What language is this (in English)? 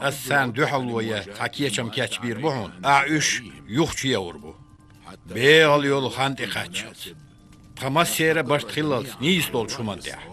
Chechen